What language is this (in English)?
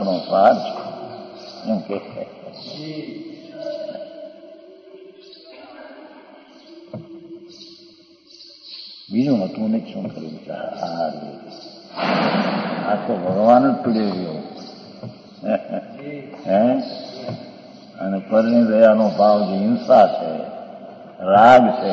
Gujarati